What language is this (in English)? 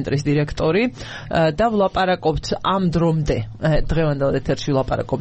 Georgian